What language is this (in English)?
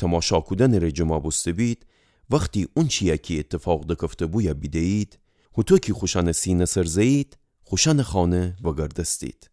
Gilaki